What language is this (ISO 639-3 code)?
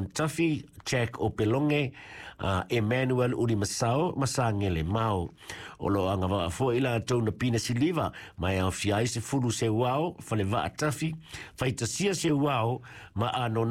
smo